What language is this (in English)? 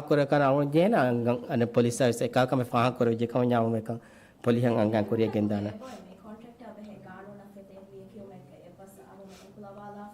Divehi